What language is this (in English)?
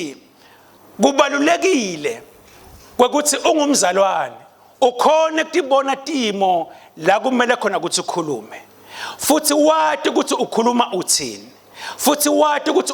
Swati